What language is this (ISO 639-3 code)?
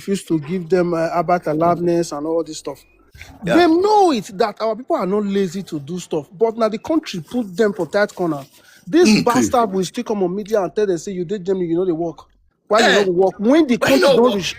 pcm